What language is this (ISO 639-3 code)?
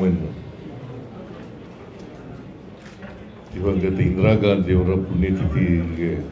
kan